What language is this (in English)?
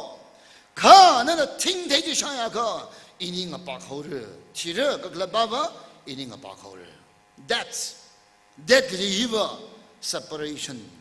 Tangkhul Naga (India)